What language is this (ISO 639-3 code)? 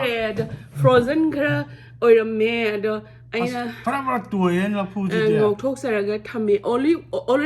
mni